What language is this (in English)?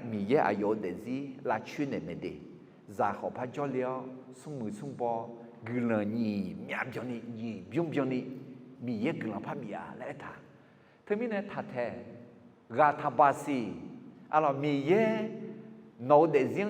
Akha